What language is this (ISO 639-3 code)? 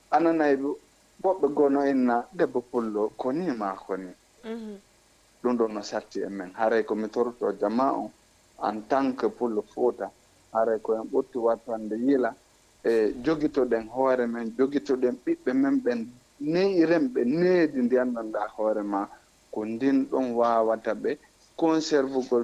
ful